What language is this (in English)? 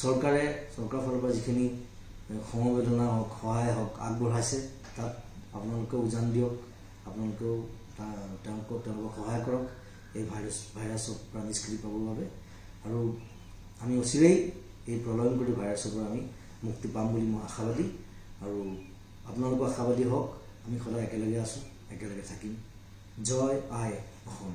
Assamese